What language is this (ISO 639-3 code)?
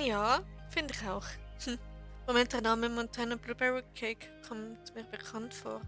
gsw